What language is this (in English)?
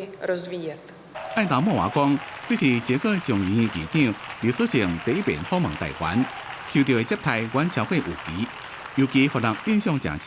Min Nan Chinese